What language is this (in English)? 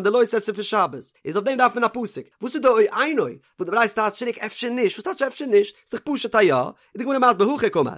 Yiddish